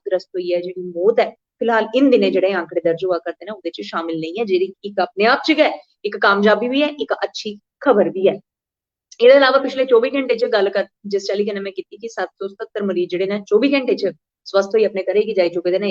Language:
Dogri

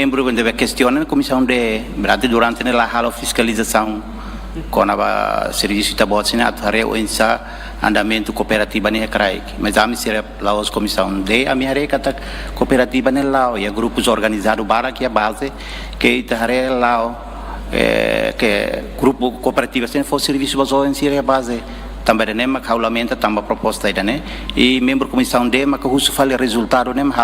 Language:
Tetum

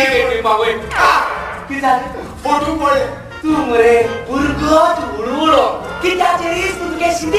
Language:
Konkani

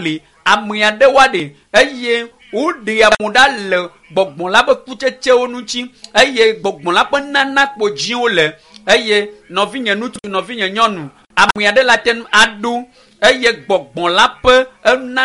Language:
Ewe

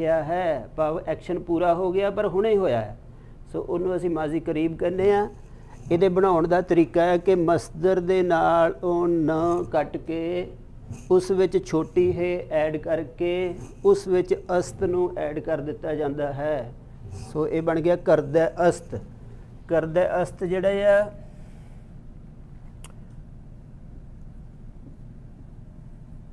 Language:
Punjabi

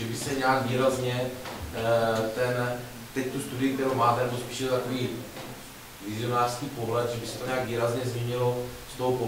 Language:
Czech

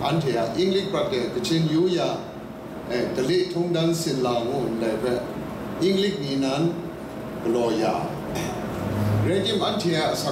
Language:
Kachin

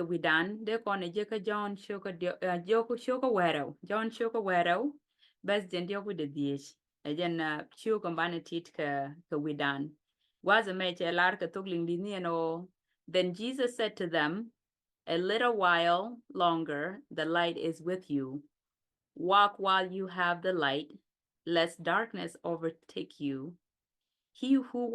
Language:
Nuer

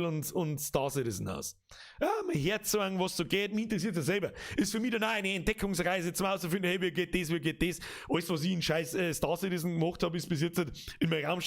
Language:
Bavarian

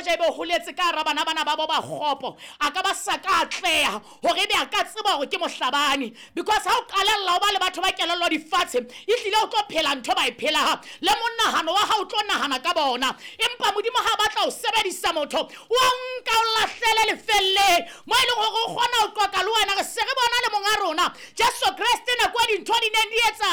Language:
Southern Sotho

